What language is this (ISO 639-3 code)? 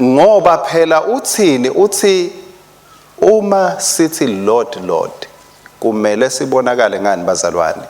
ssw